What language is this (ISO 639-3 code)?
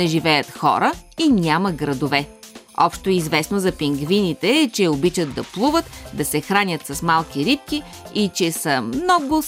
bul